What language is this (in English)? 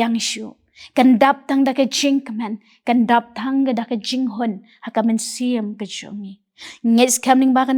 Khasi